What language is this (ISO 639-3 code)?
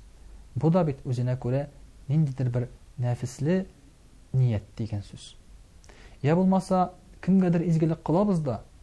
tat